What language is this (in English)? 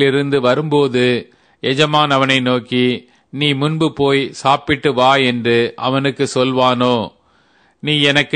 Tamil